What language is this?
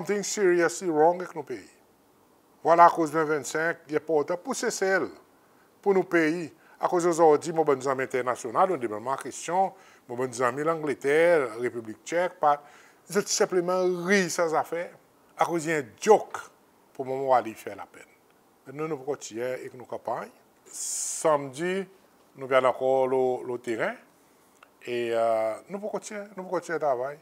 Seselwa Creole French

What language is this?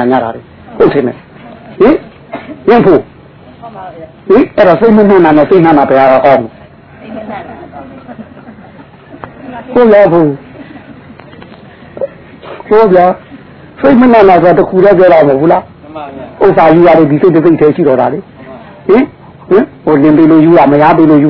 Burmese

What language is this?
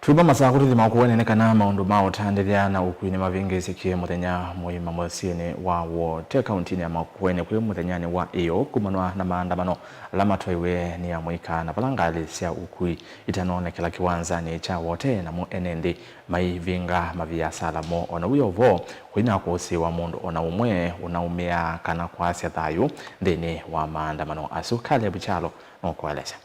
Kamba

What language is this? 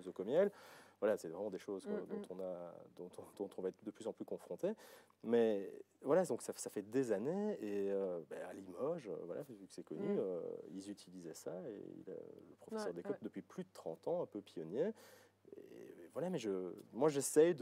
French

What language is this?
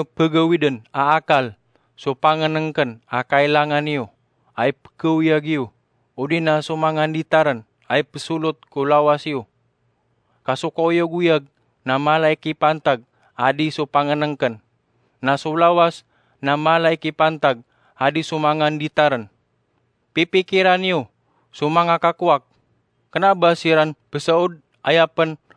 Maranao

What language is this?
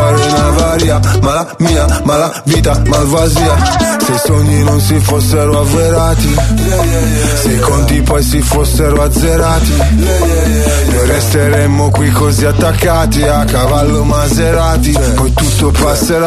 Italian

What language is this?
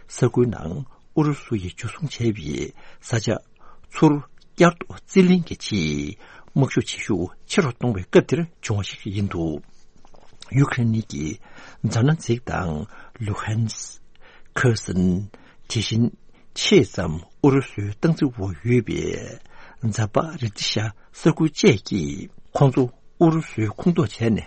Tibetan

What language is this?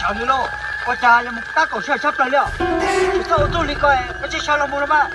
Hmong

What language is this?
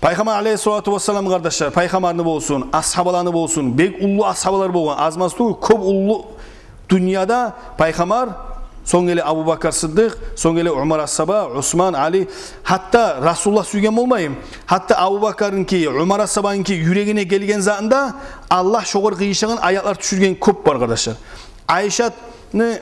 Kumyk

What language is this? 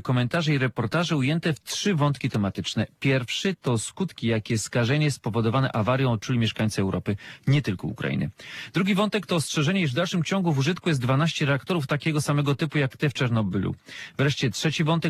Polish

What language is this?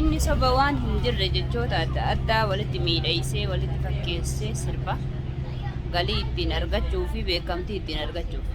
Oromo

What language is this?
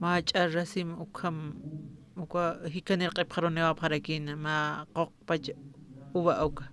Aymara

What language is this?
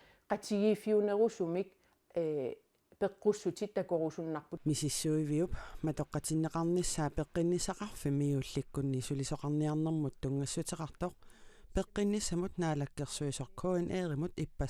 Kalaallisut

